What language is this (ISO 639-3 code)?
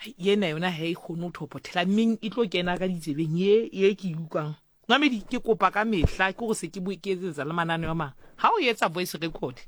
sot